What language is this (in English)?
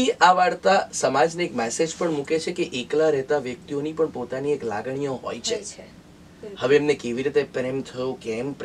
Gujarati